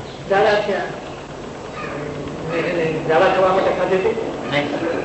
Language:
Gujarati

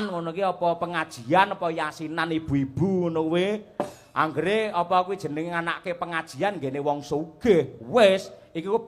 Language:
Javanese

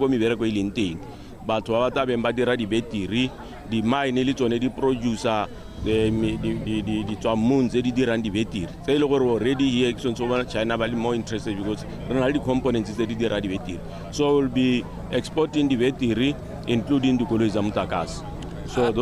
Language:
Tswana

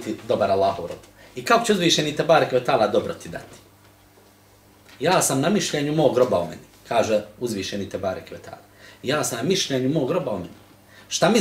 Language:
Bosnian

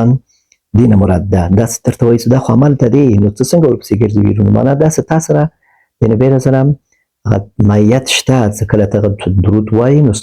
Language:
Pashto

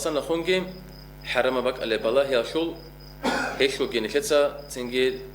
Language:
Avaric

